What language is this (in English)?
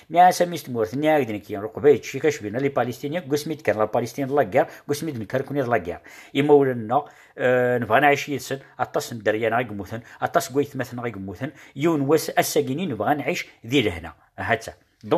Kabyle